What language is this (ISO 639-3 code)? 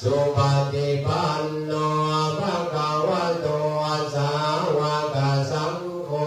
pli